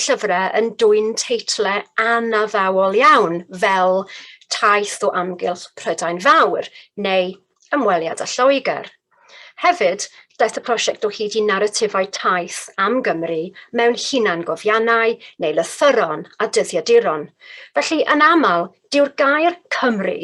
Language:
Welsh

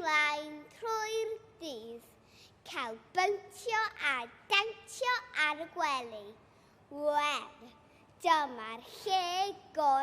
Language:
Welsh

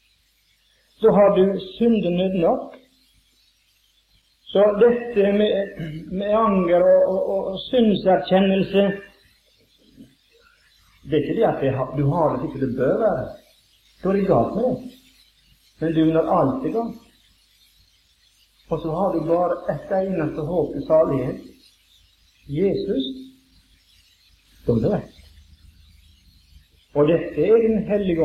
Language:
Norwegian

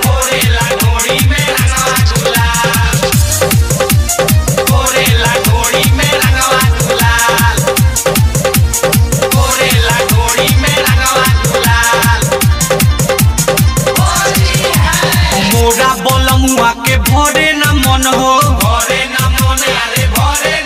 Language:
Bhojpuri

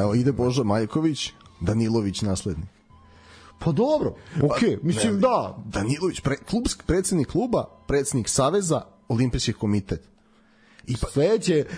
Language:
Serbian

